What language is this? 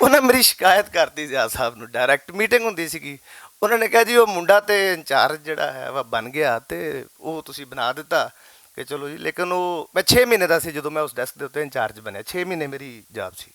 Western Panjabi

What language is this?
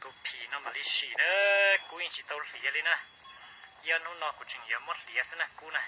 Hmong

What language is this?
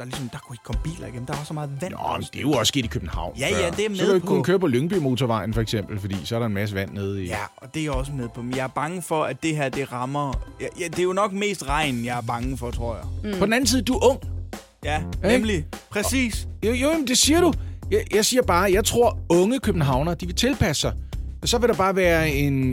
Danish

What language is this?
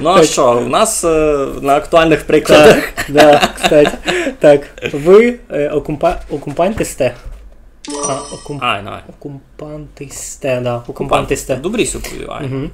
Rusyn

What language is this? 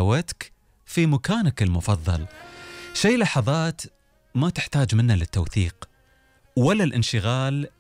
Gulf Arabic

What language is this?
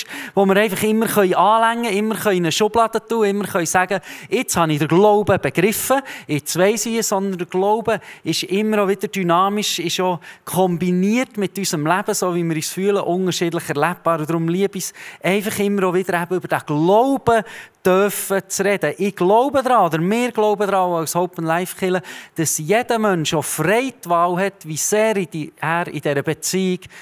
Swiss German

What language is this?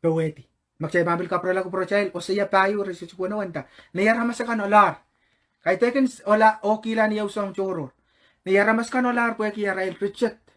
Pohnpeian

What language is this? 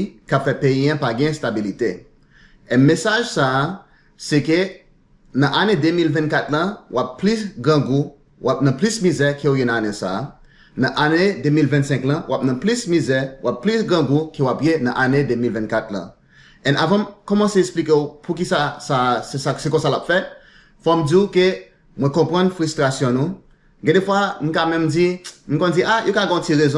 Haitian Creole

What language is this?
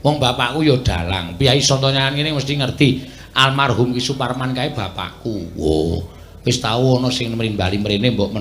Javanese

